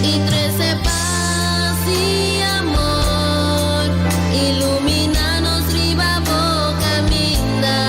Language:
Papiamento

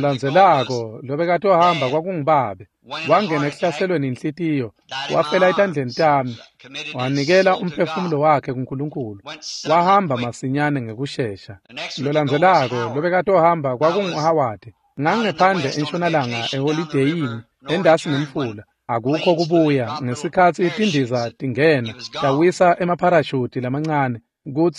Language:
Swati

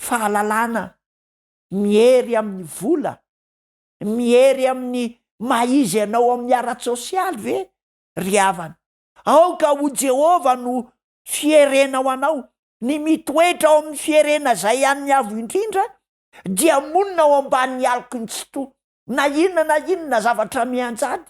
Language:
Malagasy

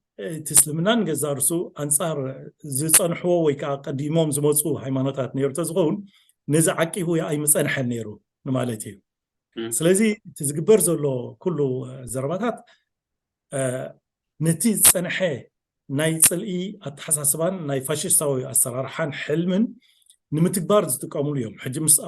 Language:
Tigrinya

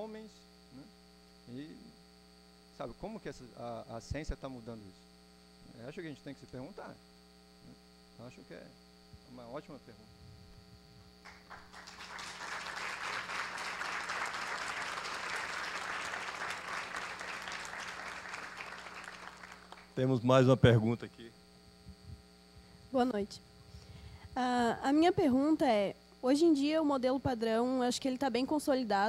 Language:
Portuguese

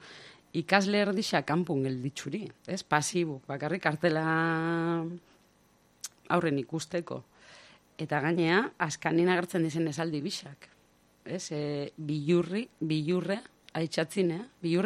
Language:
Basque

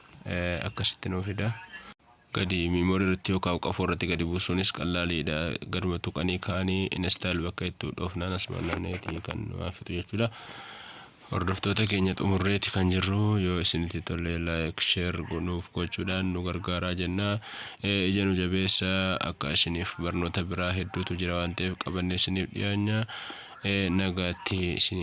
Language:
Oromo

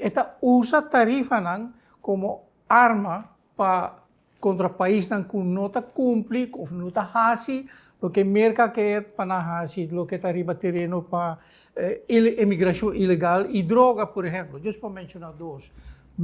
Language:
Papiamento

